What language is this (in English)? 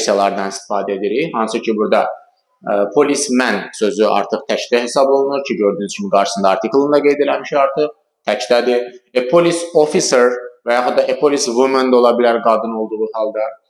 Azerbaijani